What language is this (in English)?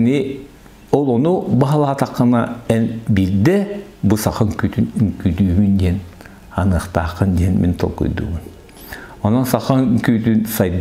Yakut